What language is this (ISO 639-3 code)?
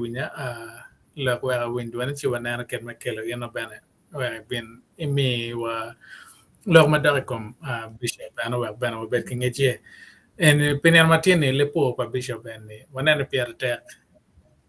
ach